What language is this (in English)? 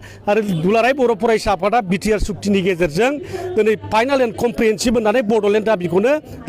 Bodo